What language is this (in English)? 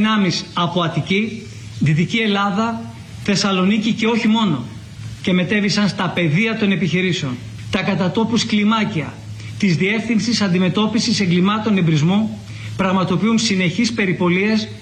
Greek